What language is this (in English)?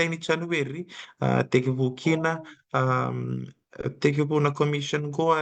Fijian